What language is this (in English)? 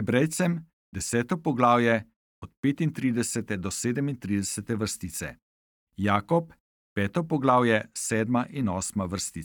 Slovenian